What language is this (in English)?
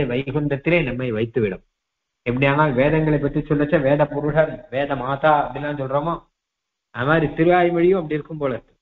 Tamil